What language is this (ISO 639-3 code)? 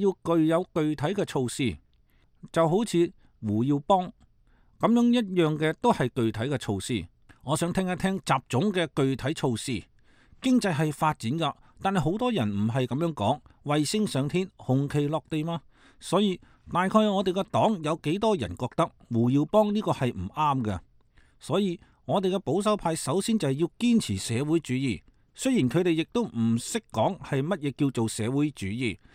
yue